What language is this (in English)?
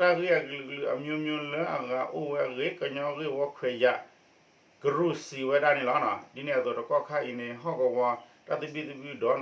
S'gaw Karen